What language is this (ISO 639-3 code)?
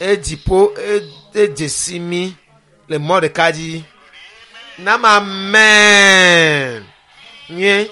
ewe